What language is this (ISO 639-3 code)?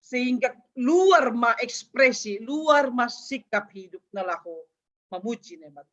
bts